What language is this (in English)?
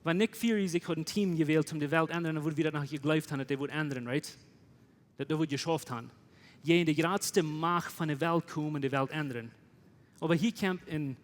Plautdietsch